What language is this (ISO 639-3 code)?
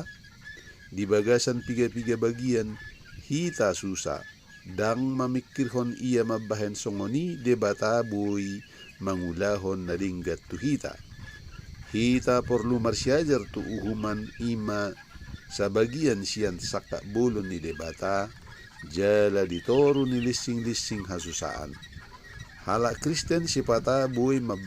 bbc